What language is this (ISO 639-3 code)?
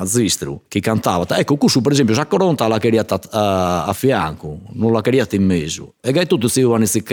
srd